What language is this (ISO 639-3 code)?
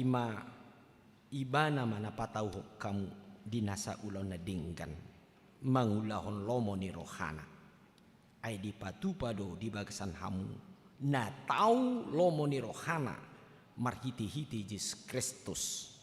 bbc